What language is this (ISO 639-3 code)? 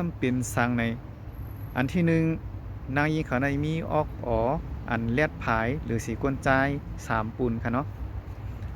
shn